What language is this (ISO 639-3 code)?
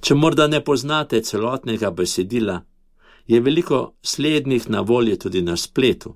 slv